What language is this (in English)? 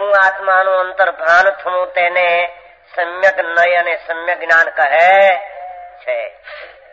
Gujarati